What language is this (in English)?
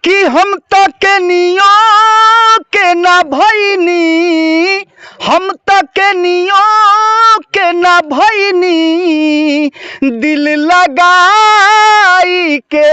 Bhojpuri